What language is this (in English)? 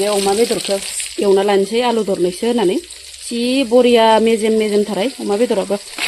Bodo